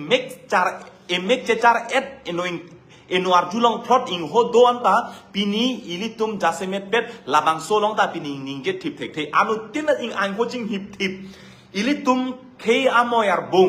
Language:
Karbi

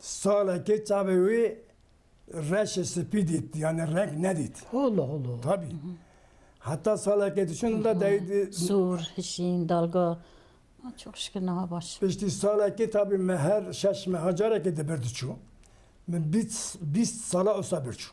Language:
Kurdish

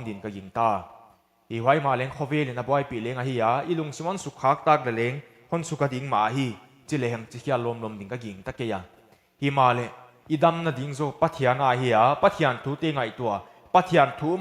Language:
Paite Chin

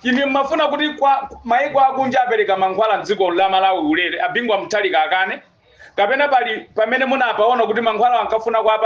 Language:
Nyanja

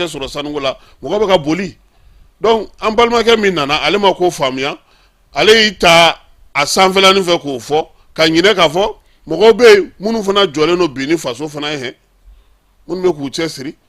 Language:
Bambara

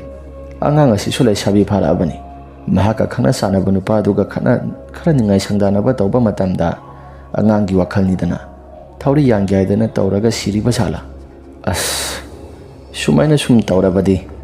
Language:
Manipuri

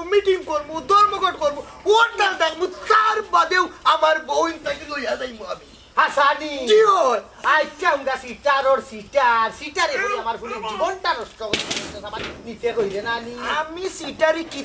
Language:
Sylheti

